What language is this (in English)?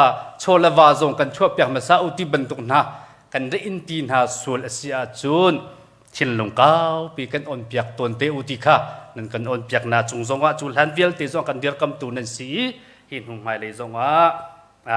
Hakha Chin